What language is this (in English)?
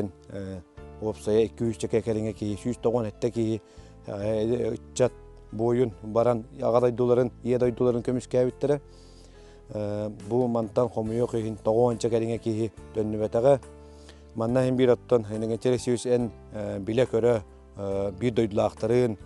Yakut